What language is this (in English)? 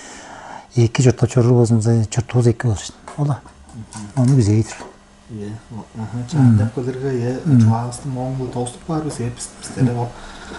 Tuvinian